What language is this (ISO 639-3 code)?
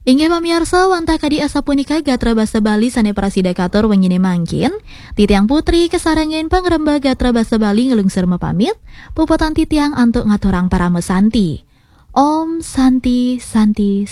ban